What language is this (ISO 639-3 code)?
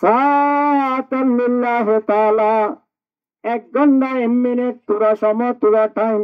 rhg